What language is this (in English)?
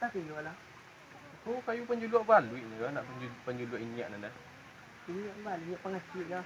Minangkabau